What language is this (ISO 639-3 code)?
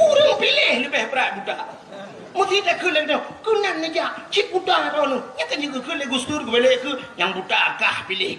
ace